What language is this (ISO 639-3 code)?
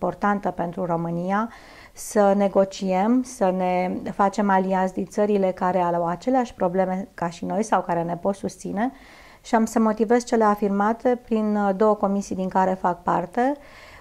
ron